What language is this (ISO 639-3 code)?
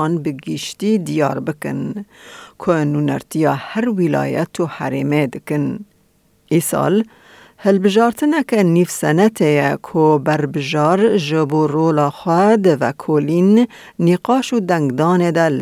kur